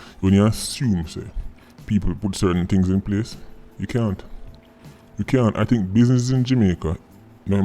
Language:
Jamaican Creole English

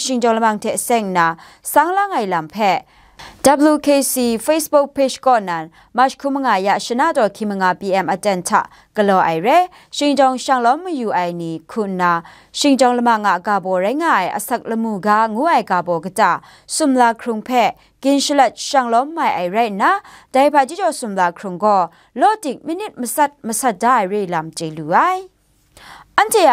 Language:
Kachin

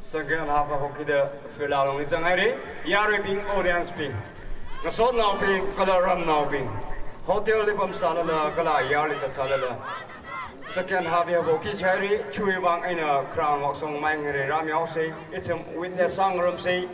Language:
Tangkhul Naga (India)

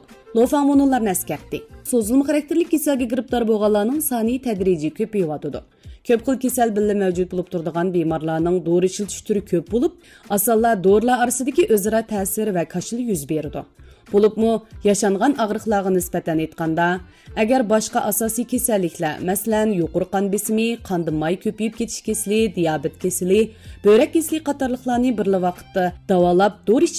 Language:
Uyghur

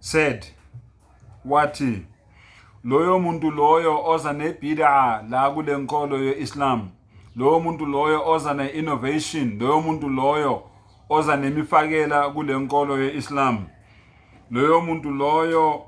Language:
Zulu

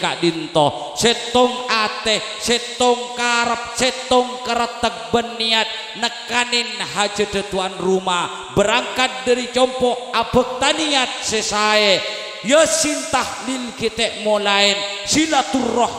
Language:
Madurese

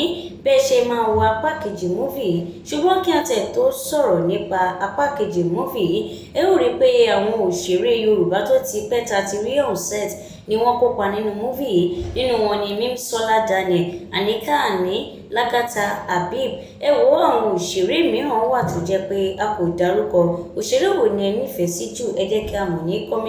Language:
Yoruba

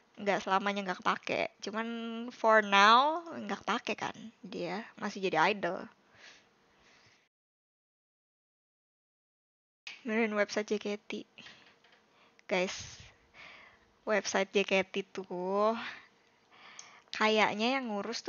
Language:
Indonesian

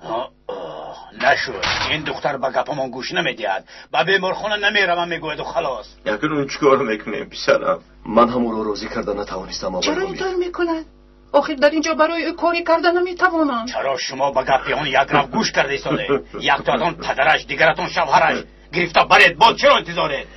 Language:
Tajik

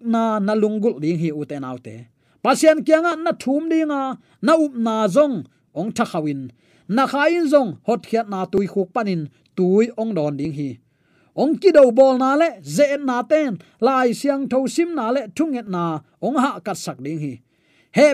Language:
Tedim Chin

